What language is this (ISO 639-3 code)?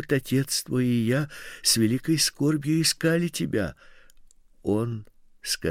rus